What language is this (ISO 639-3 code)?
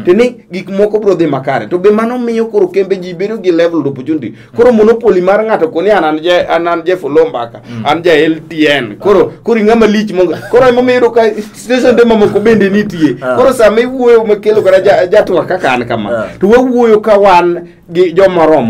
luo